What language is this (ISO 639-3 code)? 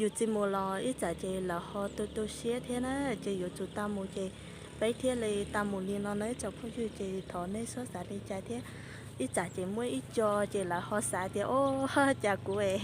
hmn